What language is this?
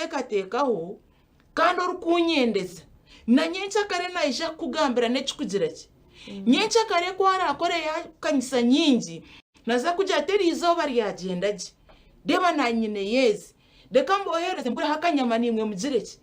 Nyankole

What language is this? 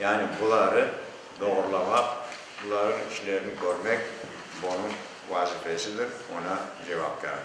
Crimean Tatar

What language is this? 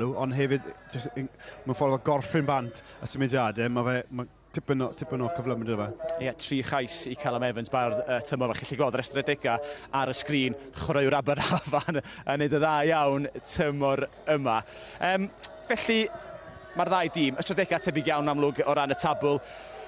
Welsh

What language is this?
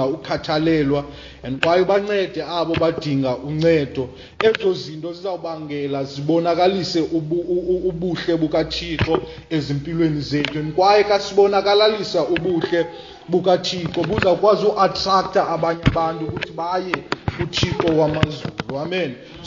Xhosa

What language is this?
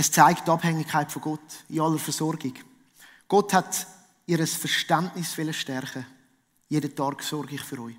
Swiss German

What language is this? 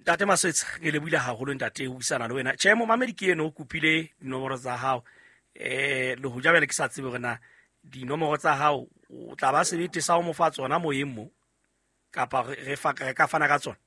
Southern Sotho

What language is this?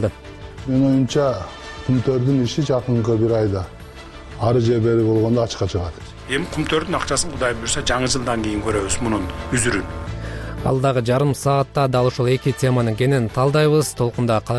Kyrgyz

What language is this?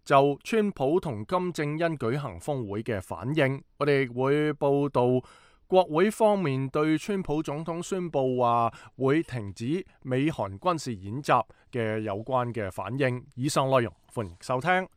Cantonese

